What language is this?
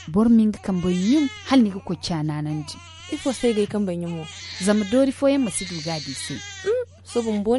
Zarma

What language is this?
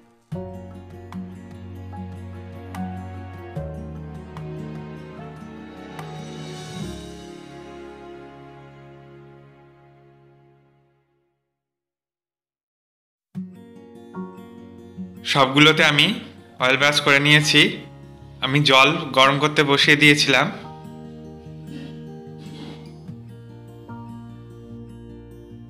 Bangla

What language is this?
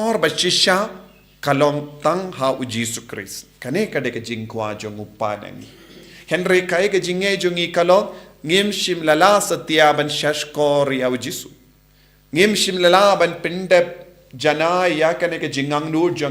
Khasi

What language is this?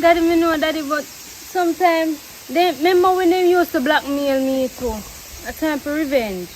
Jamaican Creole English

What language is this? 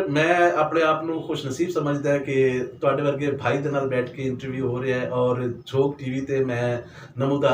Saraiki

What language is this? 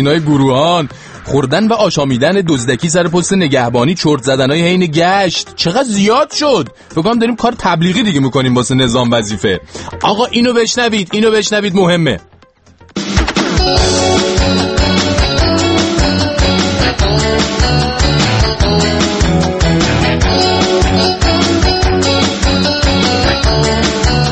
Persian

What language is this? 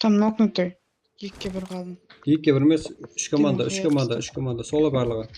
Kara-Kalpak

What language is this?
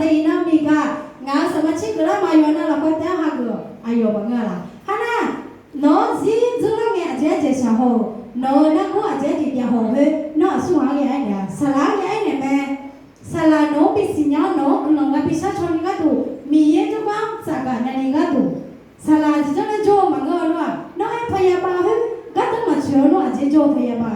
Akha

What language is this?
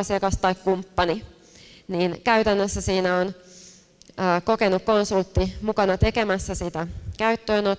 Finnish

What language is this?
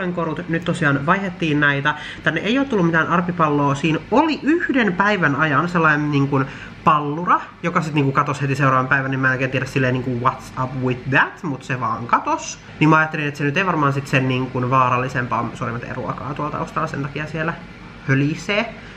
Finnish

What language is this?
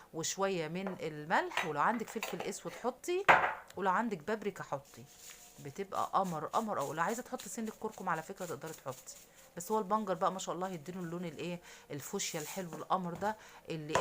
Egyptian Arabic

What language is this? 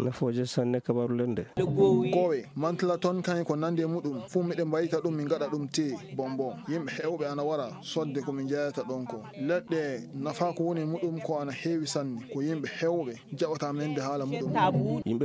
Fula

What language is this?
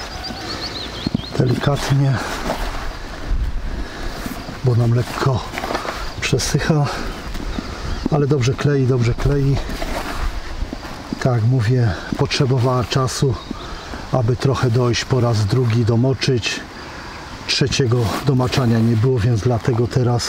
Polish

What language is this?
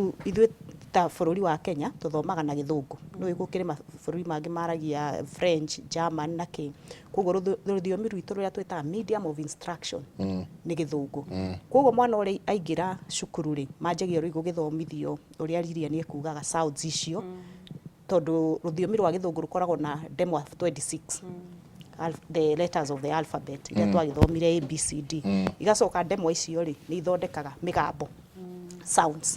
Kikuyu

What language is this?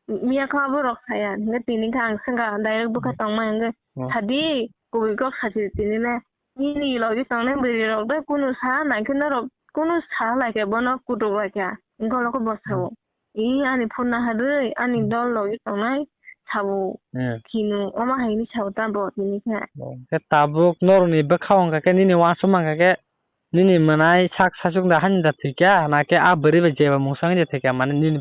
Kok Borok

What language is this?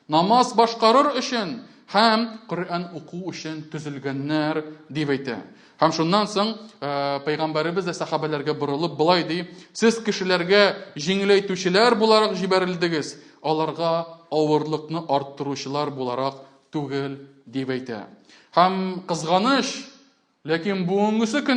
Tatar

